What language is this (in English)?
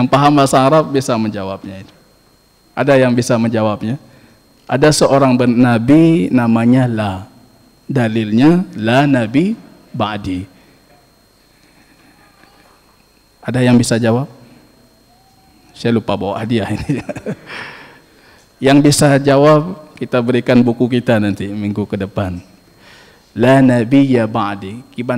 Indonesian